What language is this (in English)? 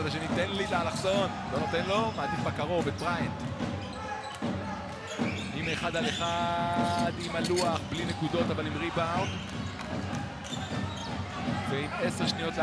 Hebrew